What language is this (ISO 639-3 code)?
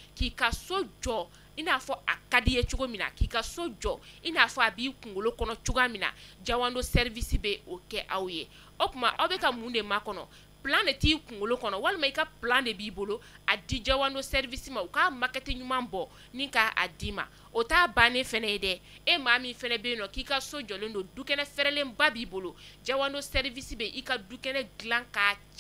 bam